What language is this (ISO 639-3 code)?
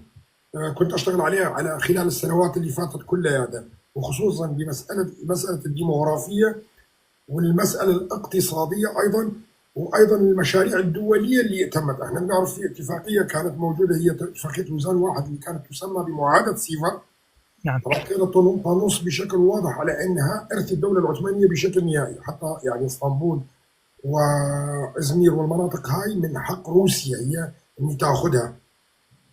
apc